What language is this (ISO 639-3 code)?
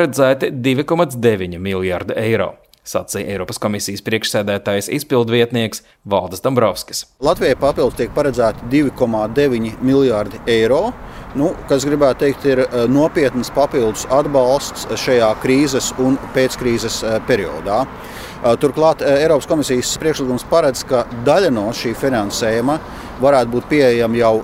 lav